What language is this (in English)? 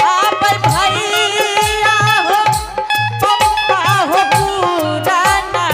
Angika